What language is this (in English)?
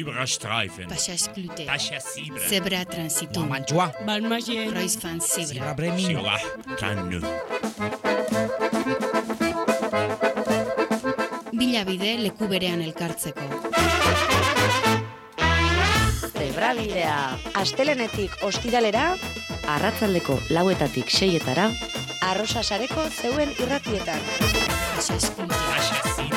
Basque